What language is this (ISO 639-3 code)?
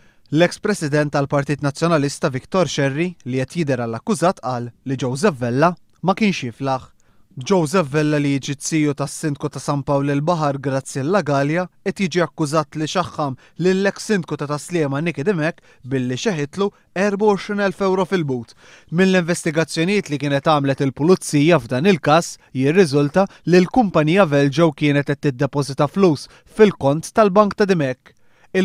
mlt